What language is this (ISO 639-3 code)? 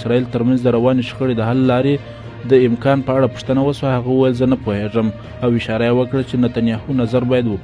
pus